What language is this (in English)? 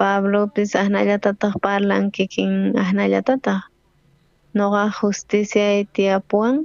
South Bolivian Quechua